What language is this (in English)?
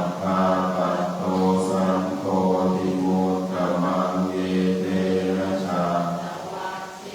Pali